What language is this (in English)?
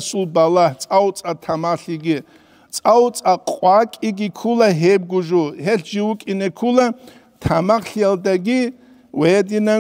Avaric